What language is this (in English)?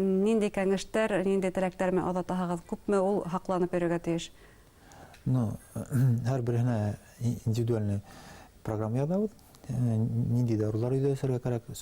Bashkir